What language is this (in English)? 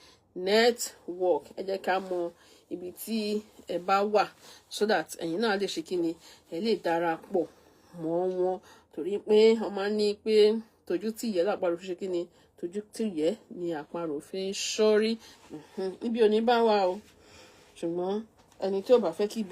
Yoruba